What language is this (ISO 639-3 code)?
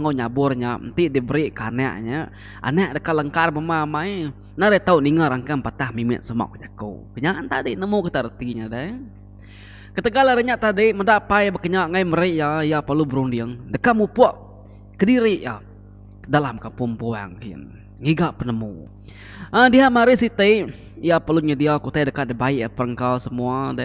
iba